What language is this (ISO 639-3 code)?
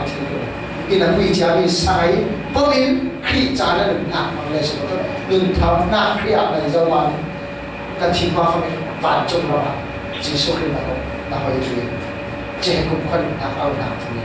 cfm